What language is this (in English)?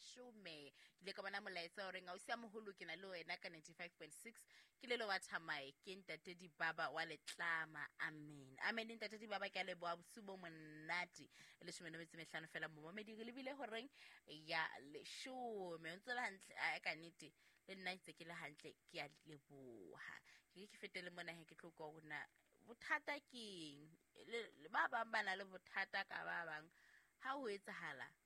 Southern Sotho